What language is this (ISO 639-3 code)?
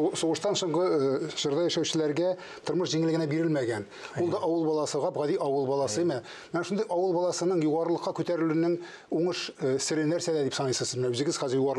tat